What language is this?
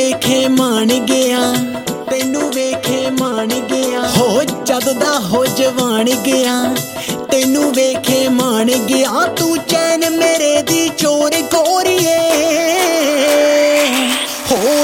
Punjabi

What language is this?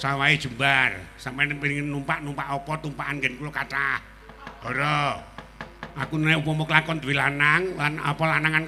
Javanese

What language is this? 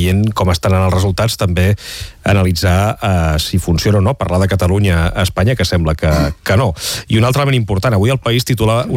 Catalan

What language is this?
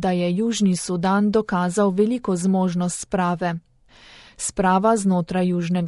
Slovenian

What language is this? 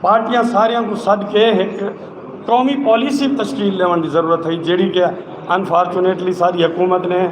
Saraiki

